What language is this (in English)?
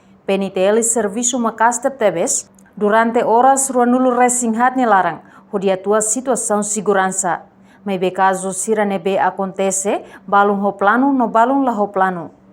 Tetum